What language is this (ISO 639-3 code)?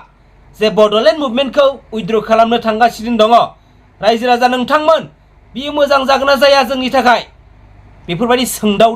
brx